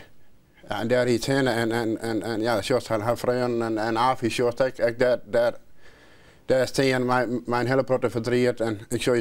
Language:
Western Frisian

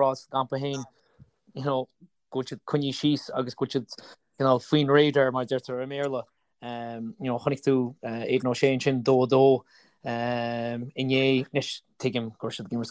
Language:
Irish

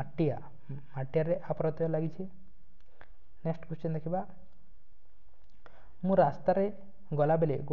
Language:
Odia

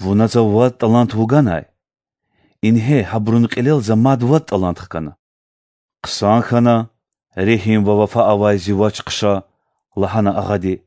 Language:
Lezghian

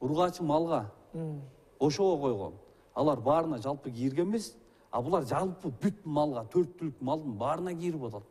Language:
Kyrgyz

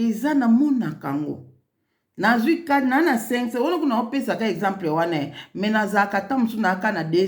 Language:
Lingala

